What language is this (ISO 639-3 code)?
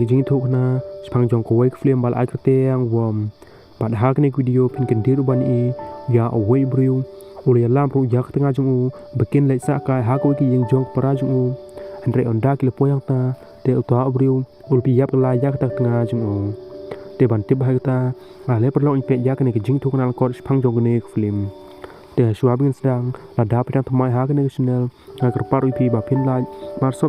kha